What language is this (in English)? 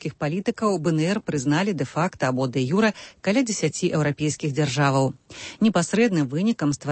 Belarusian